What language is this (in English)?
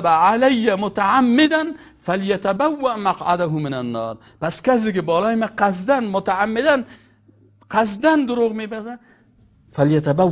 Persian